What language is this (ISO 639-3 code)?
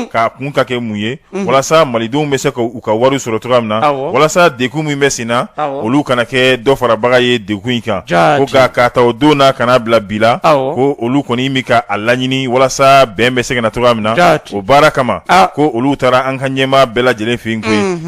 bam